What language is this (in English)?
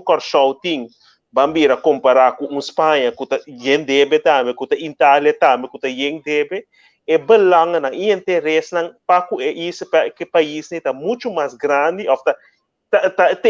Papiamento